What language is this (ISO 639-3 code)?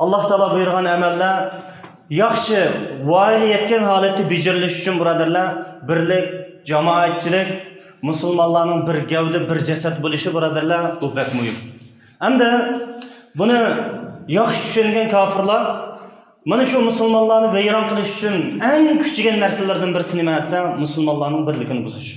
uig